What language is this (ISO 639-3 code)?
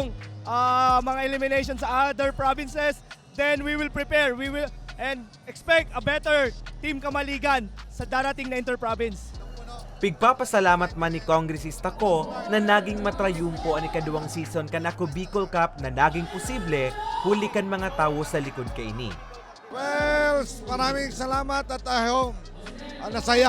bik